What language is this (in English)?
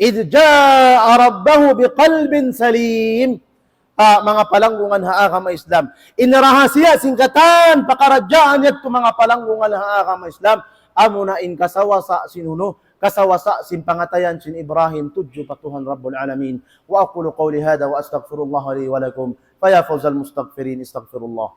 Tausug